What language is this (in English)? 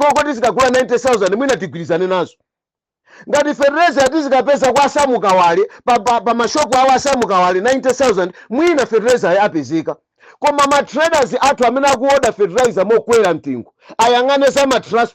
Nyanja